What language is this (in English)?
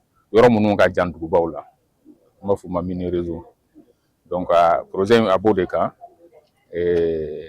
Bambara